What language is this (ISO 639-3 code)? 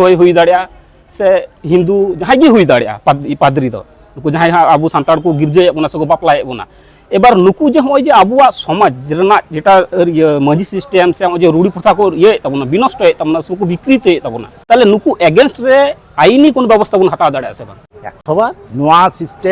sat